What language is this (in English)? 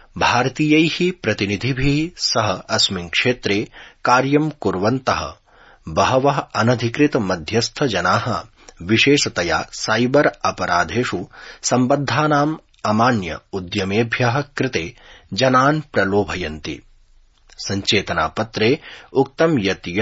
Sanskrit